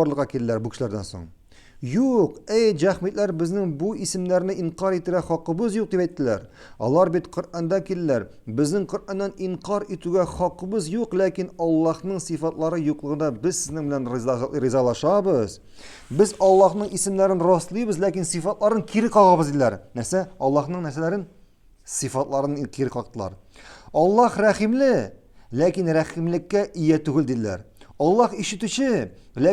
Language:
Tatar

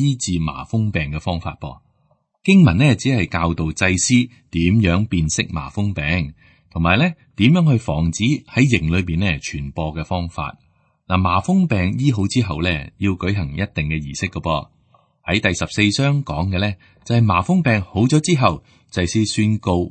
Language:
Cantonese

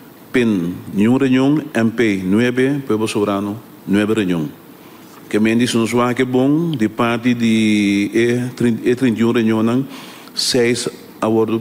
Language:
Papiamento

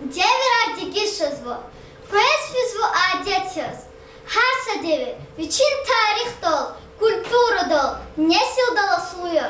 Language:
Lezghian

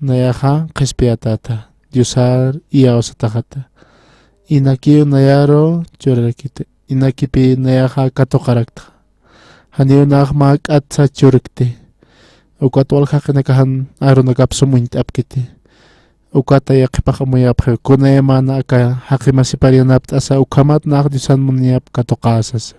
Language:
Aymara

